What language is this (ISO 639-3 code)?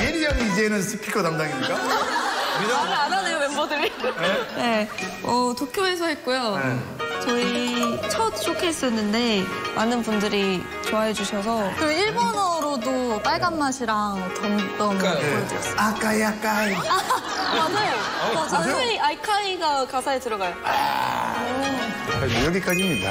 kor